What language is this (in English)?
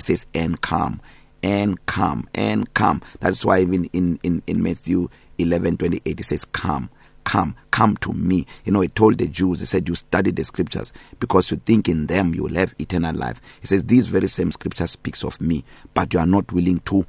English